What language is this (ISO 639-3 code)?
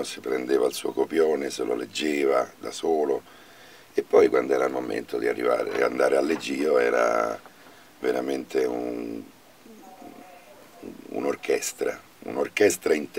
ita